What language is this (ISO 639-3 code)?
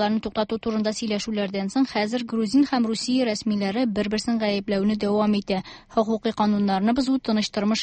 tat